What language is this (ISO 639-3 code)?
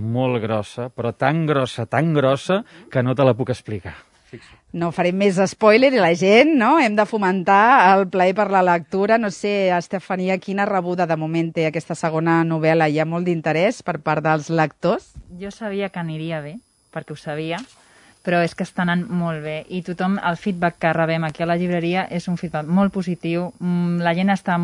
cat